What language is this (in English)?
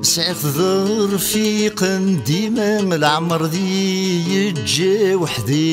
Kabyle